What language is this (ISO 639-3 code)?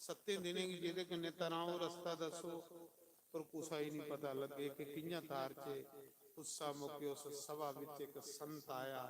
doi